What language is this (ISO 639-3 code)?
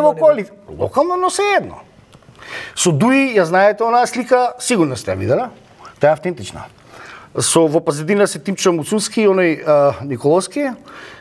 mkd